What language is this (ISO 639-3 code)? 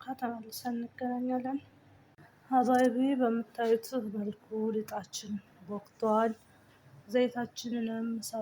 amh